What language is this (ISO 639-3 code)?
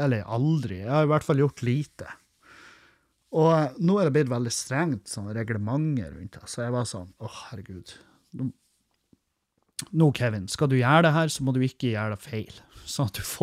nor